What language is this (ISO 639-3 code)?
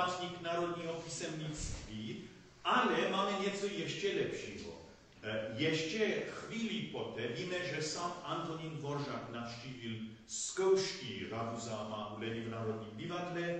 ces